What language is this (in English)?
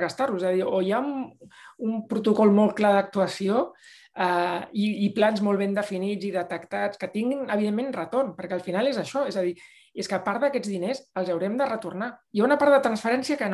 Catalan